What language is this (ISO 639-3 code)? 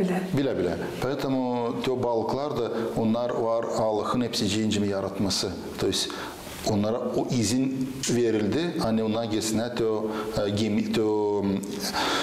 gag